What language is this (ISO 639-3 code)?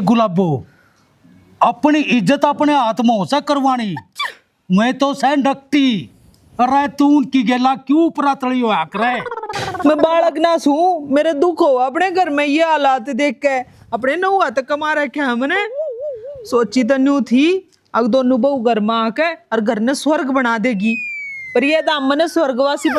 bgc